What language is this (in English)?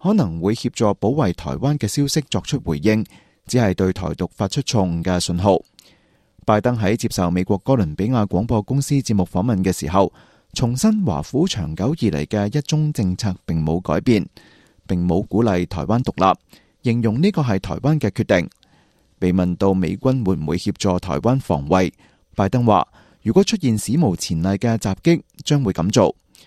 Cantonese